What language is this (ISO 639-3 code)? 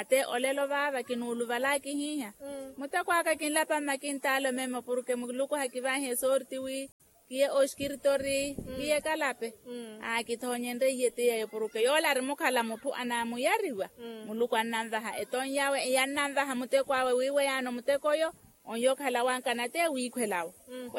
vmw